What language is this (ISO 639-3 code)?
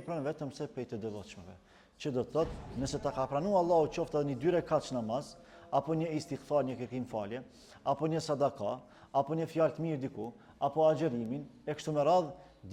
sqi